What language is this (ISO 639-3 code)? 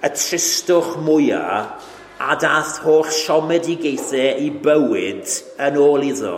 cym